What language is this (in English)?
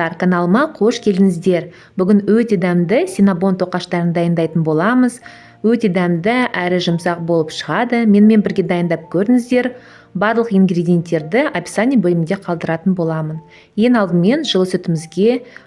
Kazakh